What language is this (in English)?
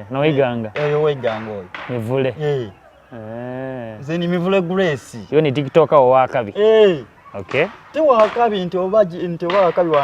Soga